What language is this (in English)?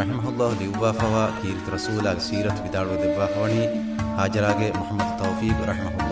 Divehi